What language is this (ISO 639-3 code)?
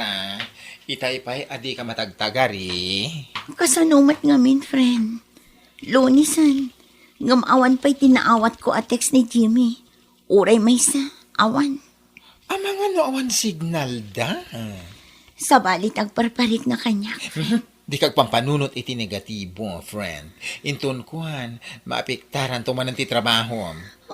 ilo